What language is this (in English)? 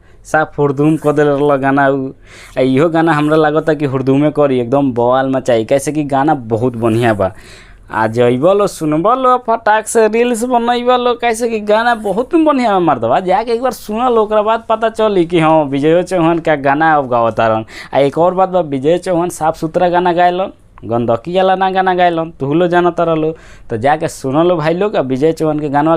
Bhojpuri